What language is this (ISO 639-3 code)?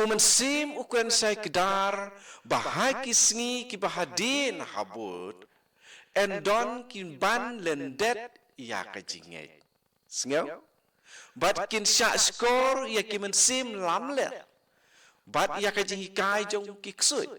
kha